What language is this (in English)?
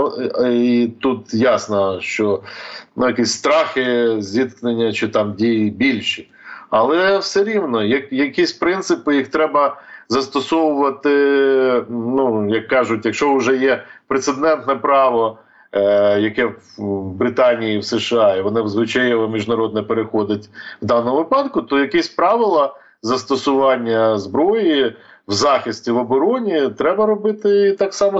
Ukrainian